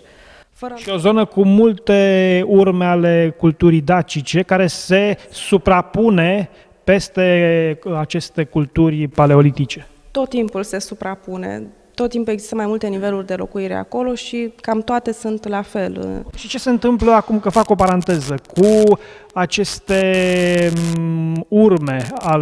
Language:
Romanian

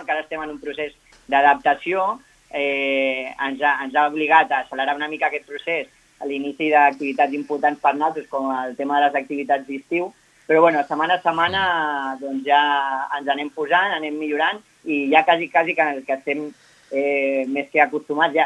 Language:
Catalan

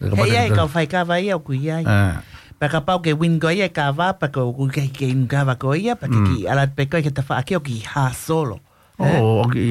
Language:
Tongan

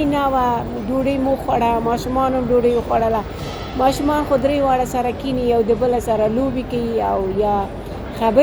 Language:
Pashto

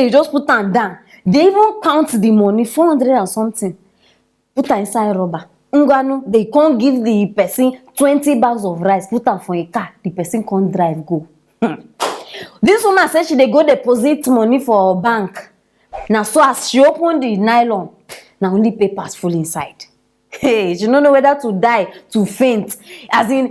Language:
Nigerian Pidgin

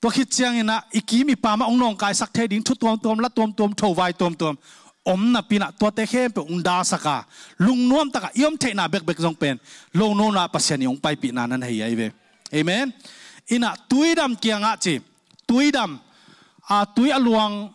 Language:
Tedim Chin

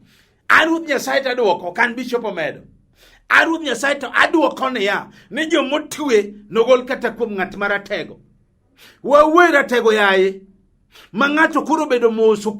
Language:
Luo (Kenya and Tanzania)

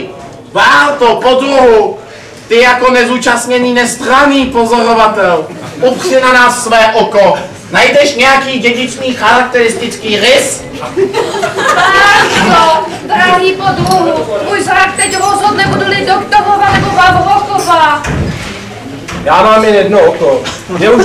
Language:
Czech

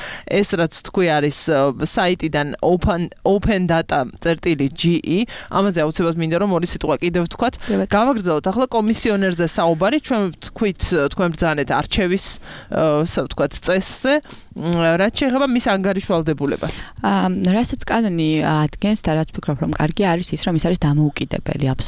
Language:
Georgian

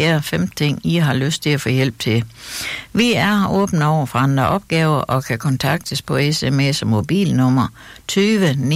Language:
Danish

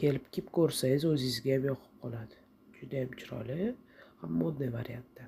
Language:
Uzbek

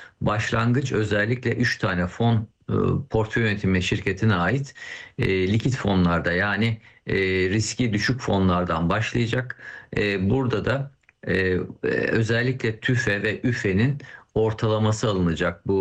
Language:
Turkish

